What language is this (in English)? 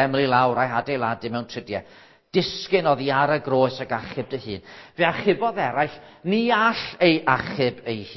Welsh